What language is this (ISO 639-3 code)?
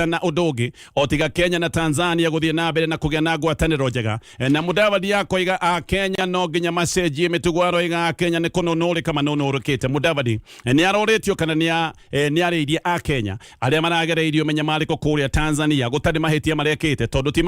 kik